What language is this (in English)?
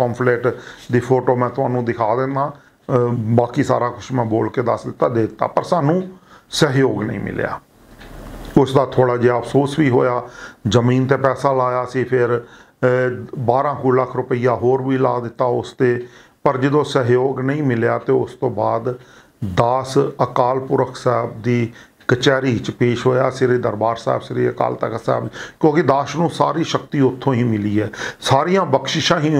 Punjabi